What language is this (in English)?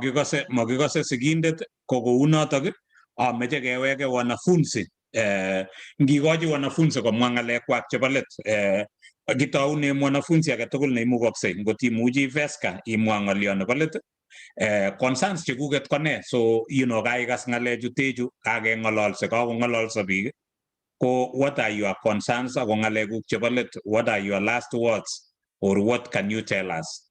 Kalenjin